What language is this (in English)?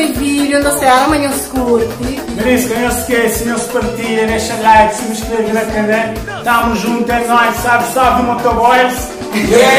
Kabuverdianu